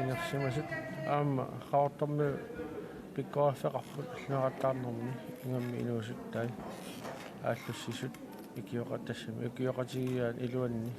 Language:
Kalaallisut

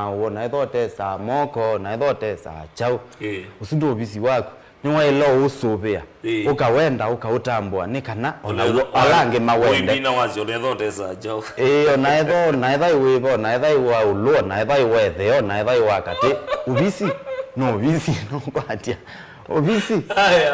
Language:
Kamba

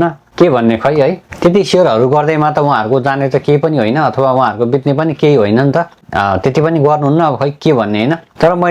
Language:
Nepali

